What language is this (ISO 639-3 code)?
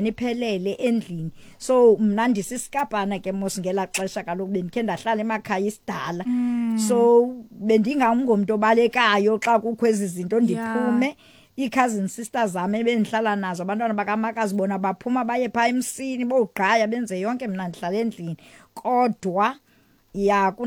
xho